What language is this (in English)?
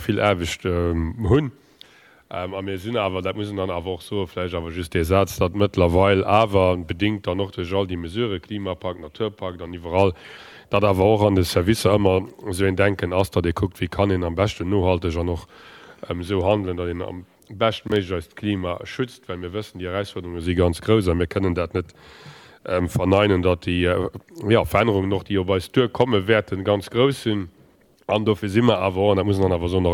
Luxembourgish